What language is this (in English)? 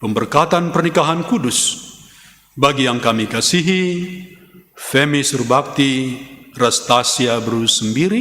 Batak Karo